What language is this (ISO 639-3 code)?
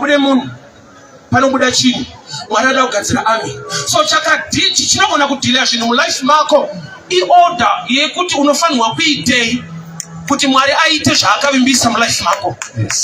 sna